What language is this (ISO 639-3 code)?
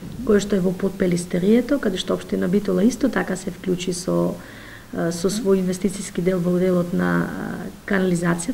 mkd